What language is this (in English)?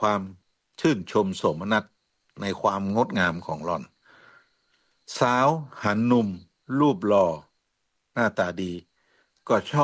Thai